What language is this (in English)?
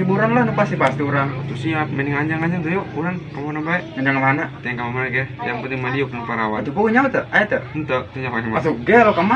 Sundanese